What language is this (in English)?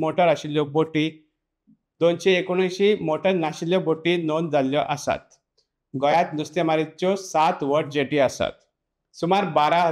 Konkani